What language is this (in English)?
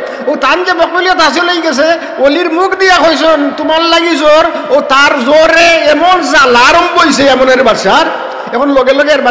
Sylheti